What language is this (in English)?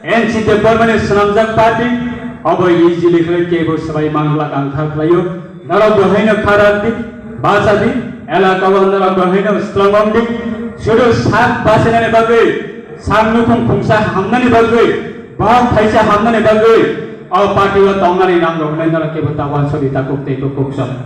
Kok Borok